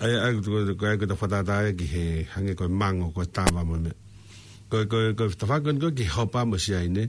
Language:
Tongan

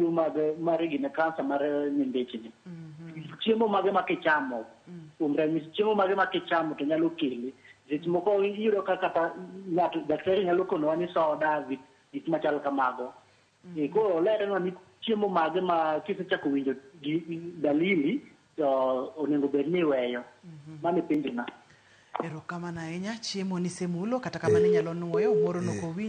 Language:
Luo (Kenya and Tanzania)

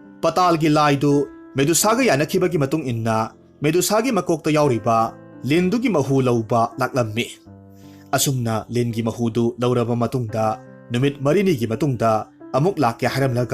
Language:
Manipuri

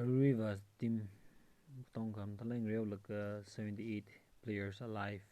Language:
Tangkhul Naga (India)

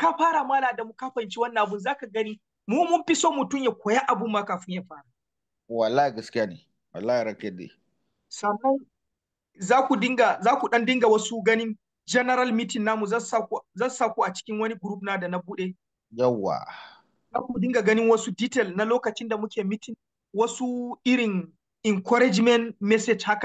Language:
Hausa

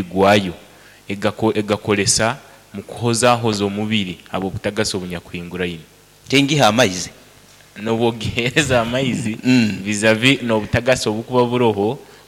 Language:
Nyoro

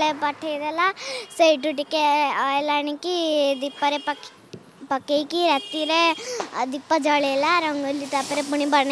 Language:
Odia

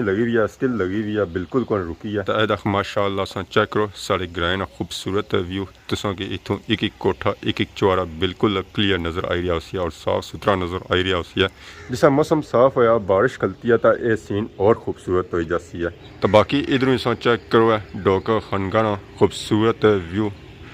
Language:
Pahari-Potwari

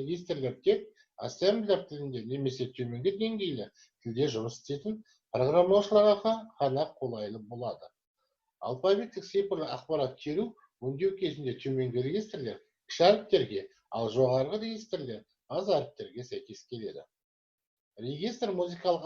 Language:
Kazakh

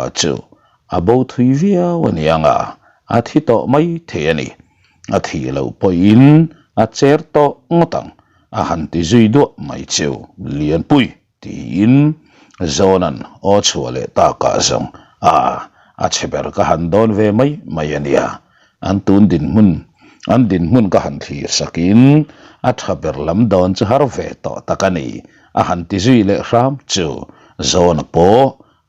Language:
Mizo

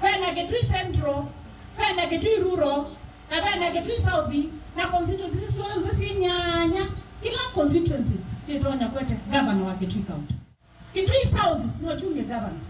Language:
Kamba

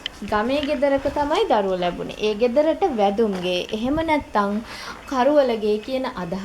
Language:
Sinhala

